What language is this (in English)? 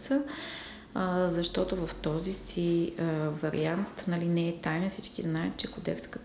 Bulgarian